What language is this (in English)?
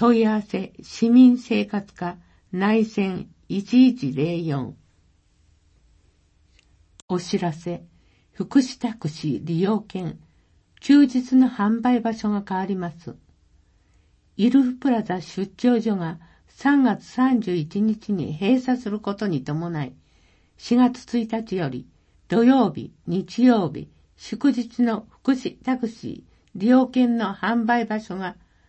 Japanese